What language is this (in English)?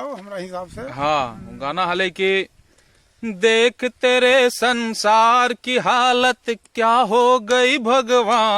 Magahi